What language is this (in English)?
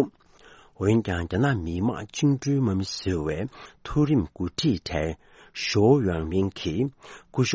Tibetan